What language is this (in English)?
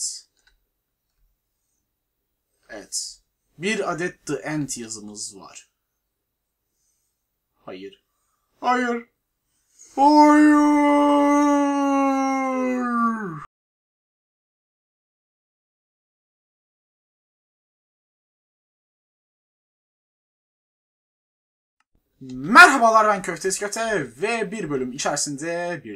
Turkish